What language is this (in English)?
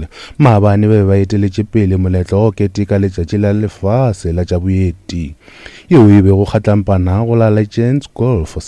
Northern Sotho